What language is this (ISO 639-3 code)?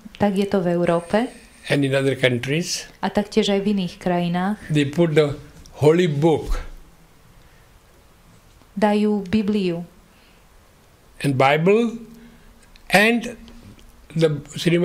slk